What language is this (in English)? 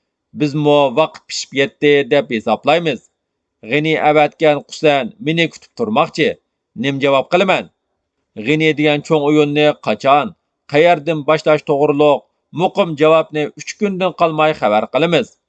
Uyghur